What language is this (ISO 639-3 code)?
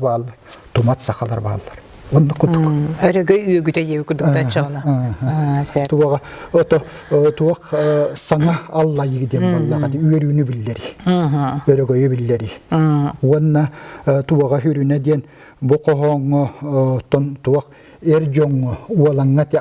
sah